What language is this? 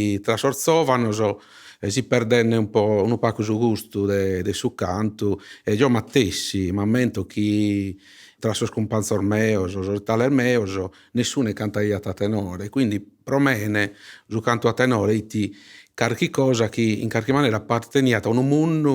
Sardinian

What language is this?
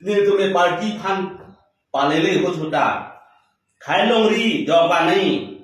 Karbi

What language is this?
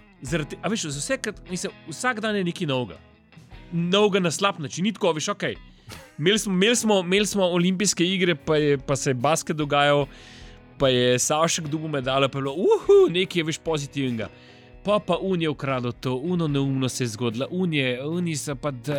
Slovenian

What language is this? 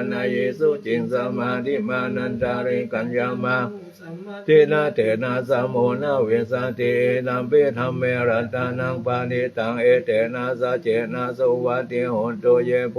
Pali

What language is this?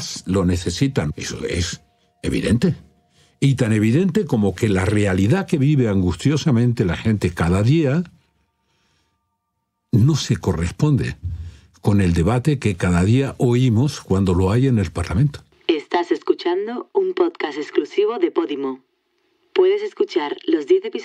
Spanish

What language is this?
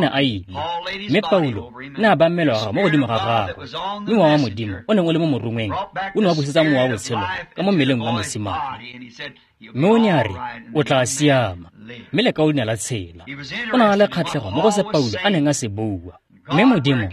Tswana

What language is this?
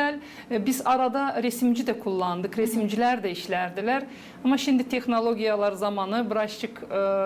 Gagauz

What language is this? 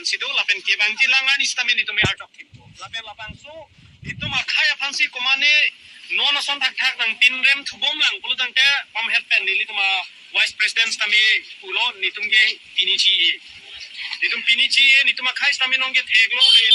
Karbi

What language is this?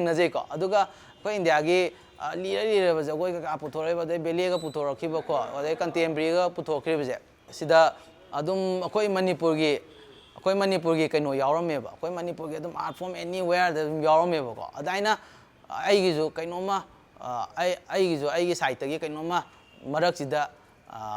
Manipuri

